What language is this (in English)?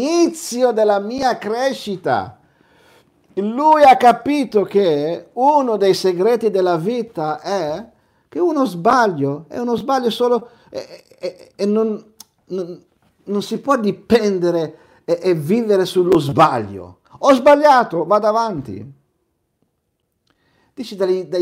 Italian